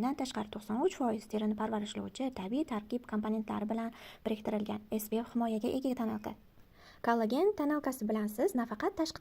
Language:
Uzbek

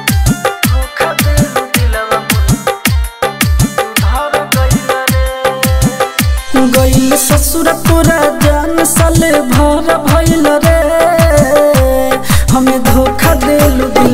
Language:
Bhojpuri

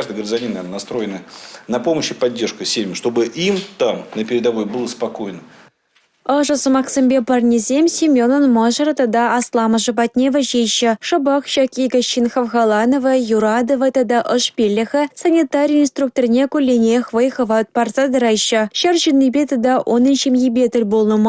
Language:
Chuvash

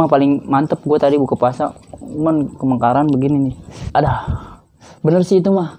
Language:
Betawi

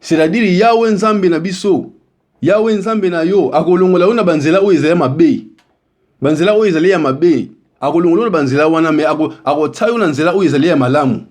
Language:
Lingala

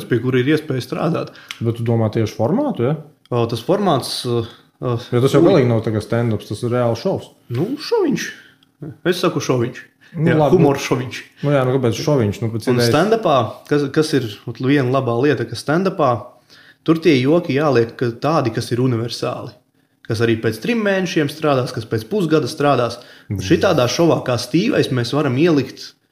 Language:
Latvian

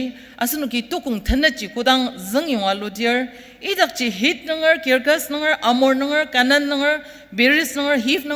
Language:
Ao Naga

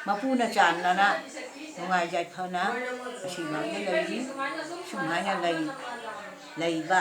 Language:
Manipuri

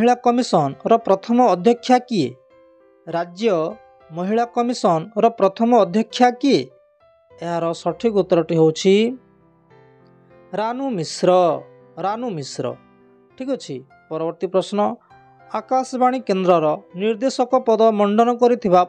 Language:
Odia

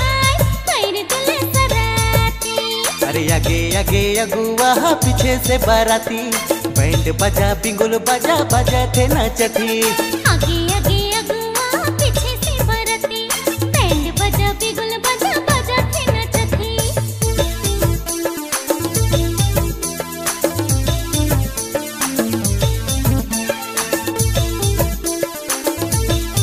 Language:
Sadri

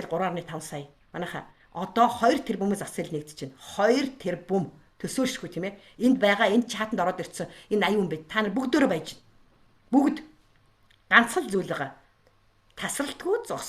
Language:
Mongolian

